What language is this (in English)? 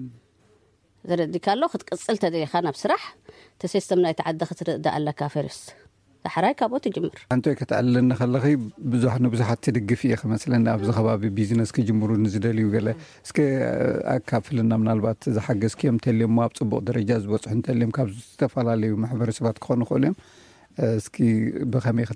Tigrinya